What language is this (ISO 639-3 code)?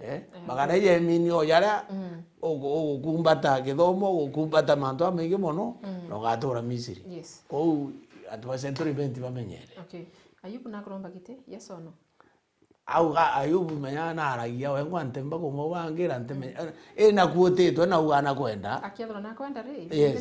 mer